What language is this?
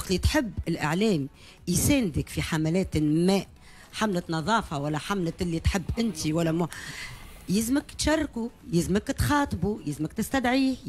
Tunisian Arabic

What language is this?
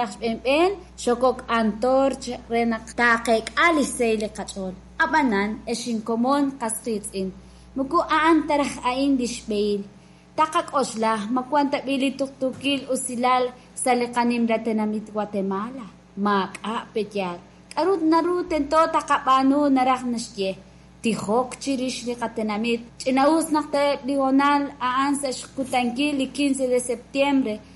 Kekchí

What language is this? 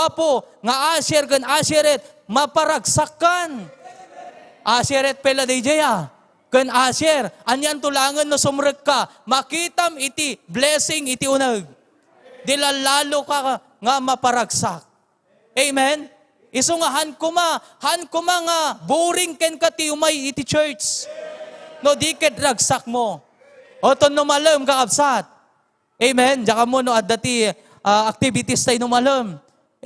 Iloko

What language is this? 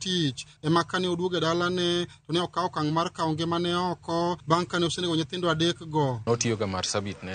Luo (Kenya and Tanzania)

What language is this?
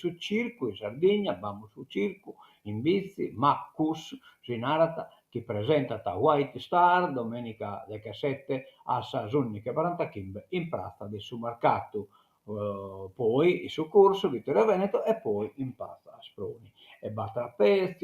Sardinian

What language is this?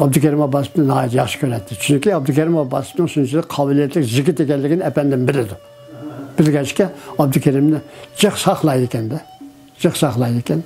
Uyghur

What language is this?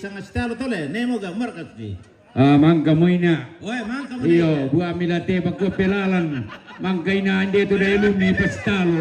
Toraja-Sa'dan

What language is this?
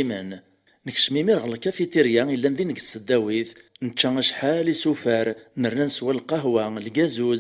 Kabyle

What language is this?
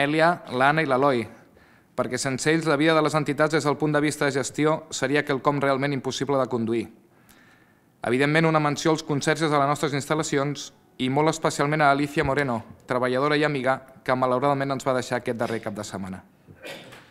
Catalan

